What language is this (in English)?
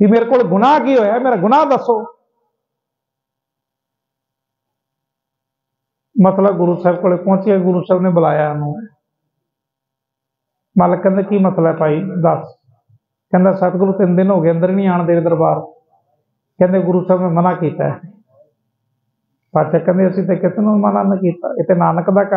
Punjabi